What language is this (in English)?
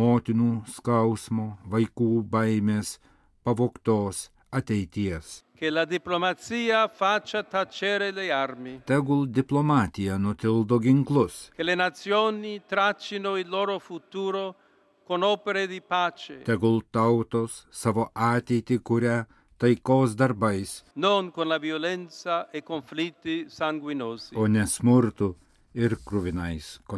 Lithuanian